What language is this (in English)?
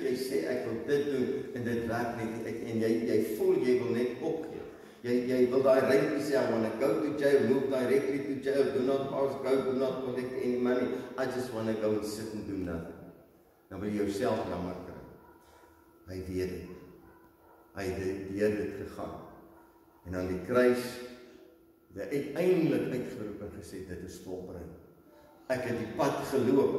Afrikaans